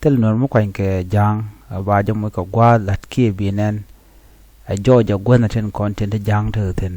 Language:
Nuer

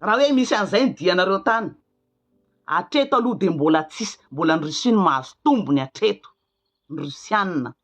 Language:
Malagasy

